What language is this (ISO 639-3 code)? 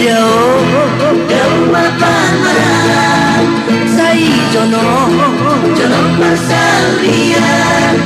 bbc